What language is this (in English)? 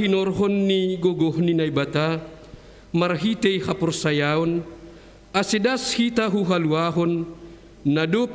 Batak Simalungun